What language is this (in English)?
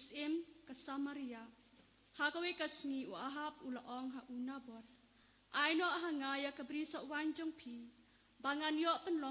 Khasi